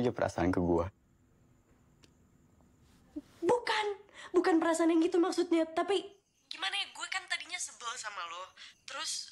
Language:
Indonesian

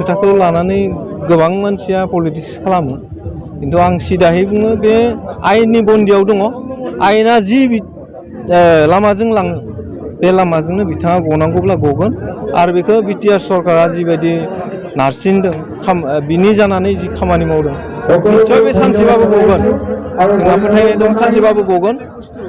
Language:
Bodo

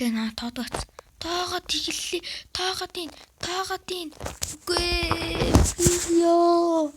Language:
Mongolian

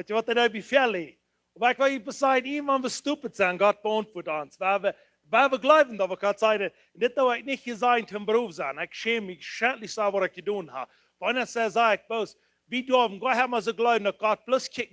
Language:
Plautdietsch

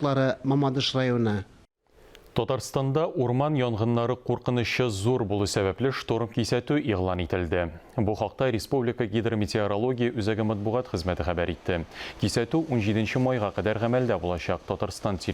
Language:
Tatar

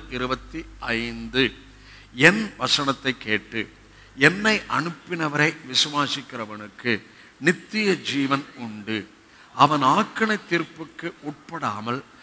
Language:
Tamil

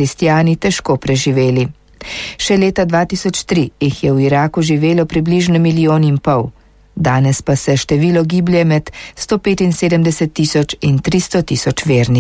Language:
Slovenian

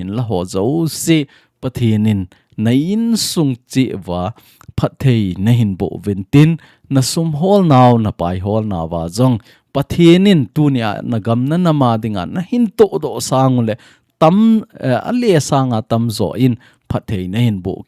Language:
Thado Chin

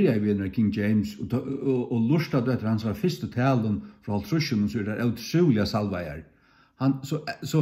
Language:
Faroese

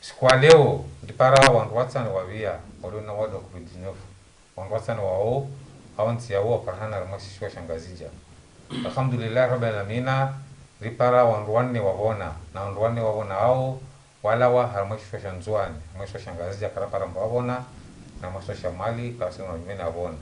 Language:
Ngazidja Comorian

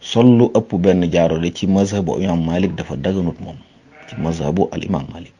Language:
Wolof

